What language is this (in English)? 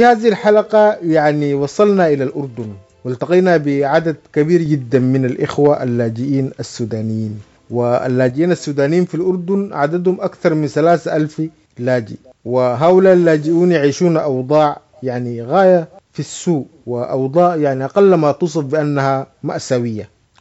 Sudanese Arabic